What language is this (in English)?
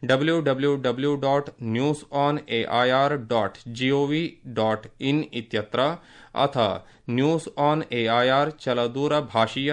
Sanskrit